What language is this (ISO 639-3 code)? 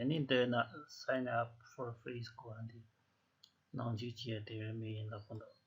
bod